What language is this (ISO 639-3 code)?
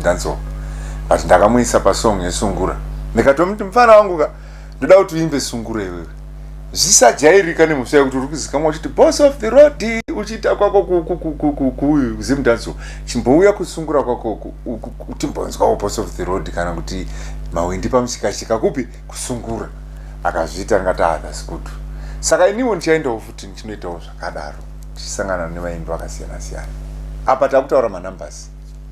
sna